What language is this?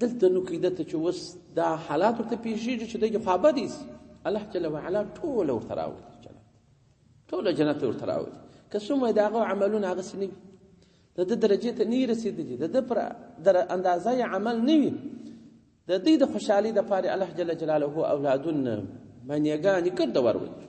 Pashto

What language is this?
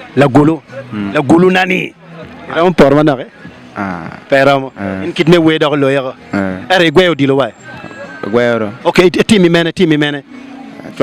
Acoli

